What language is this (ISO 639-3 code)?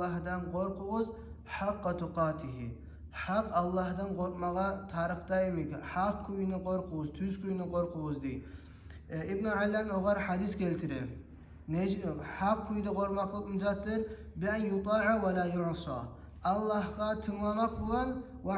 kum